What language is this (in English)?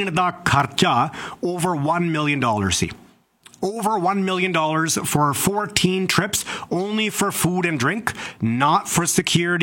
Punjabi